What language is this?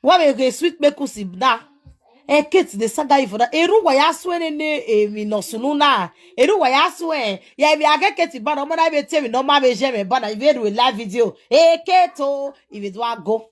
Nigerian Pidgin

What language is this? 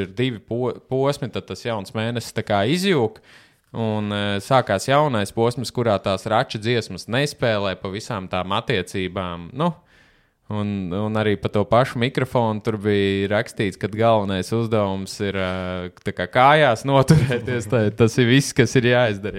Latvian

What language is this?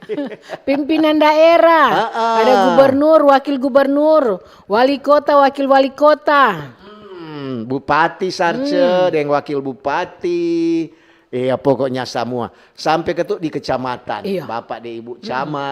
Manado Malay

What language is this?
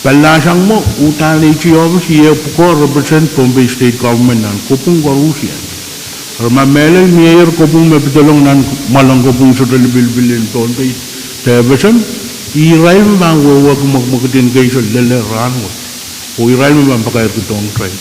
Pohnpeian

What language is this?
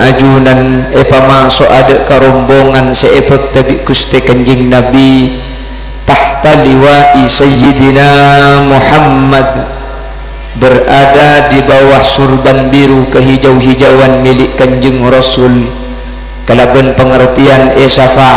Madurese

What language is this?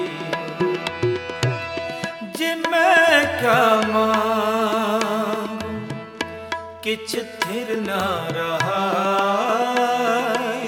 Punjabi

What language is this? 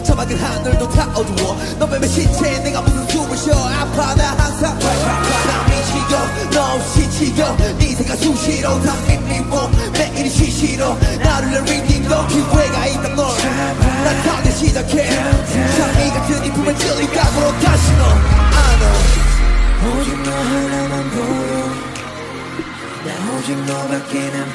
Korean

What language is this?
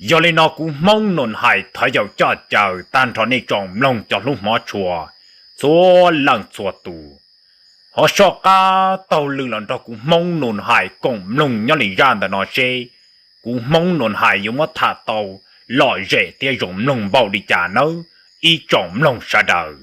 Hmong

